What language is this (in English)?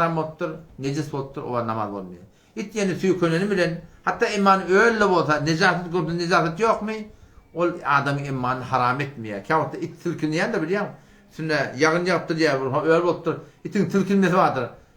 Turkmen